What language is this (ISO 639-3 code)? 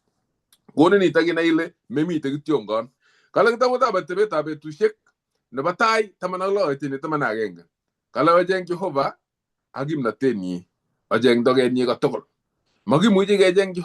kln